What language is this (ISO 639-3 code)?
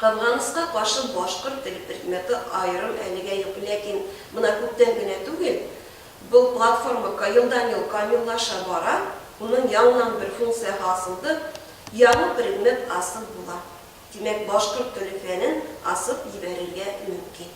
bak